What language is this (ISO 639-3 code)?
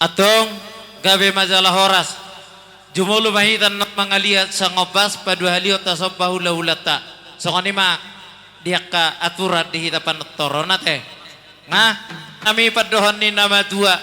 bbc